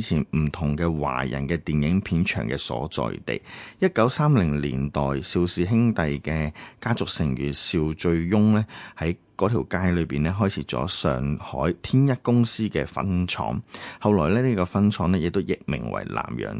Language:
Cantonese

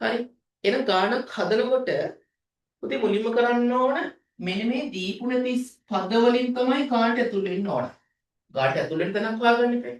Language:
Sinhala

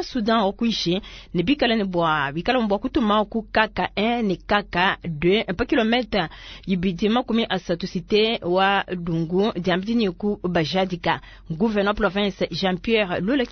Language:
Luba-Lulua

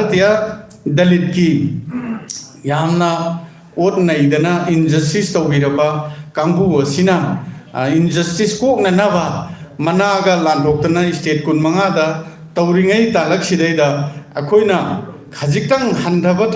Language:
Manipuri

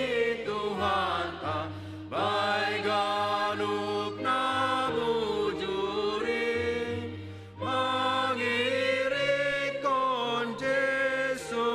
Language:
Batak Simalungun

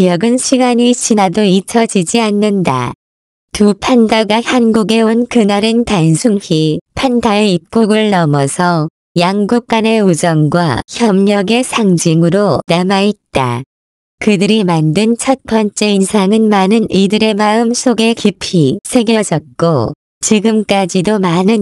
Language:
Korean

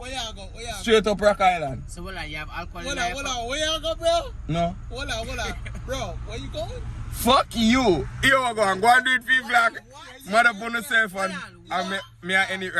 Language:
Jamaican Creole English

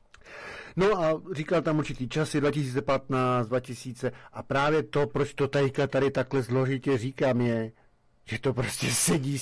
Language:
Czech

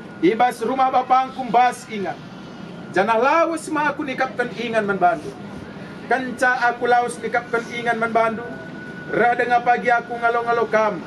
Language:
Batak Karo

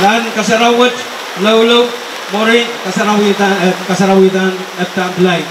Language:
Pohnpeian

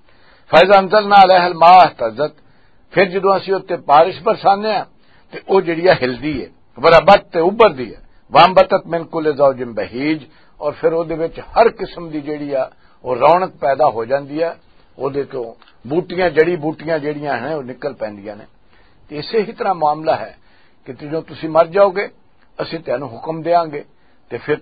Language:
Western Panjabi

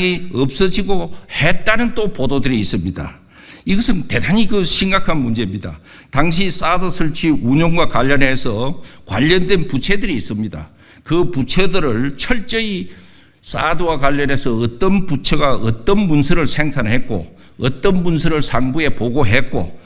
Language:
Korean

